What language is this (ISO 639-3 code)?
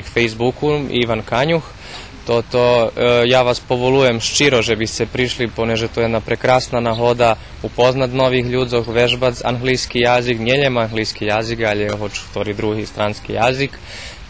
rue